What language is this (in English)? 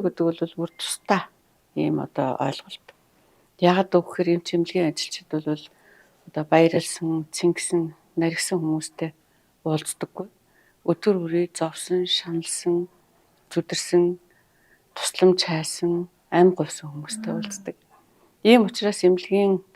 Mongolian